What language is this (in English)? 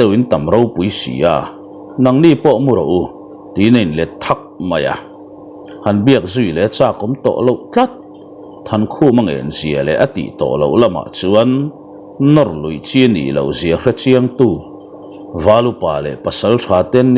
Mizo